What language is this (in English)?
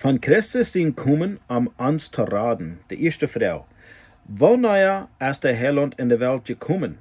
Plautdietsch